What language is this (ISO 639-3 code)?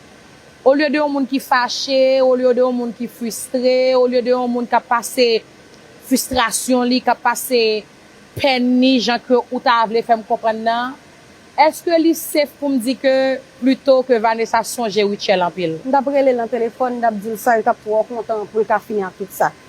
hat